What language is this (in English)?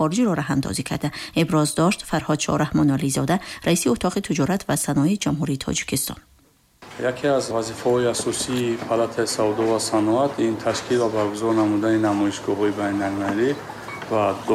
Tajik